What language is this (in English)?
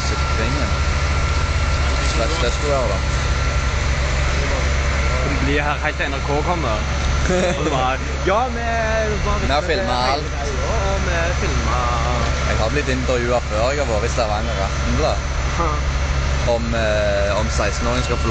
Norwegian